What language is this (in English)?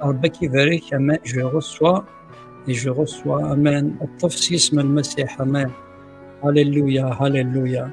Kabyle